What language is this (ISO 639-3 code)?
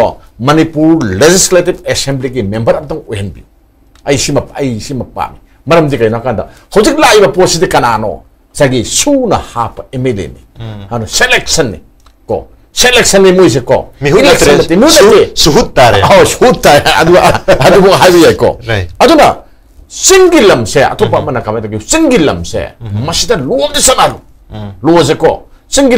mni